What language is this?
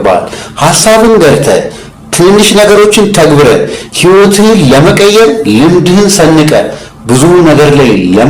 Amharic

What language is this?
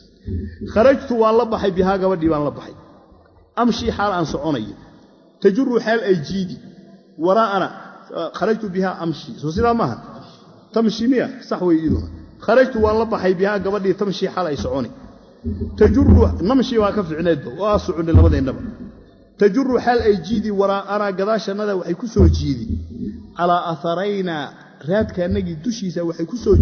Somali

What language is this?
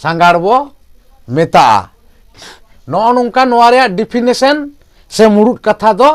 Santali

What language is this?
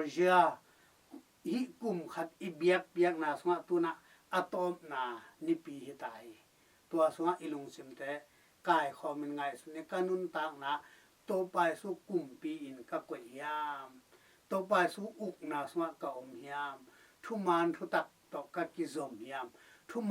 Tedim Chin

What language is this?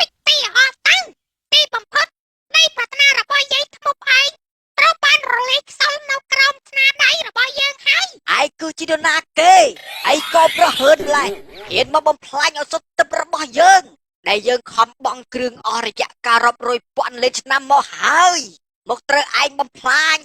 Khmer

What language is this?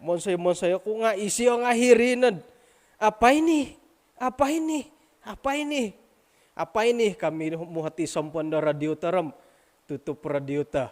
Central Dusun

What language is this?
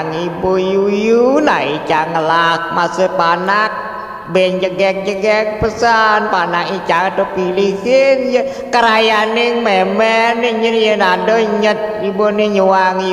Balinese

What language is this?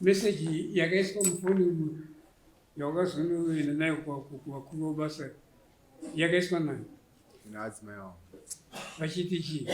Shona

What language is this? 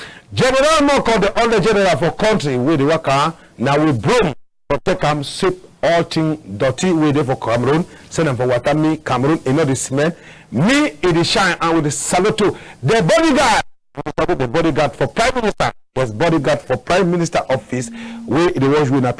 Cameroon Pidgin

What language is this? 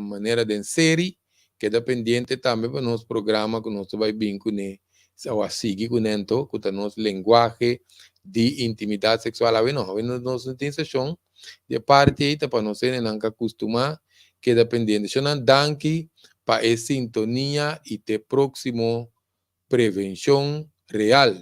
Papiamento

